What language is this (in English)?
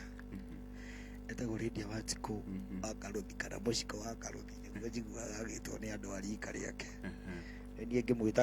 Kikuyu